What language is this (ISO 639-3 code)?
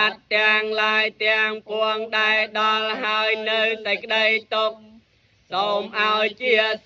khm